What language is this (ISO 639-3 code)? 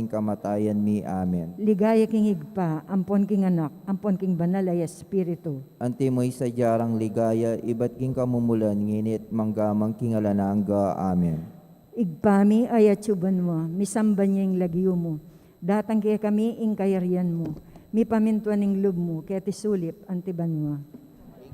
pam